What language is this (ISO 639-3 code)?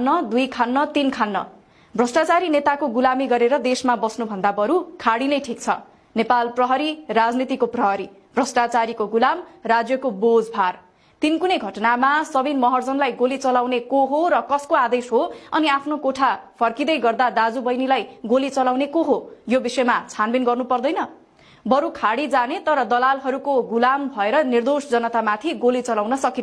nep